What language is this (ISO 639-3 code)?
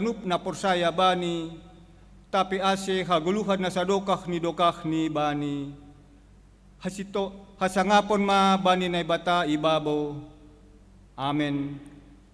bts